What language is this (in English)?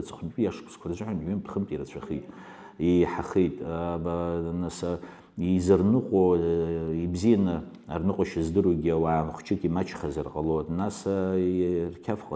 Abkhazian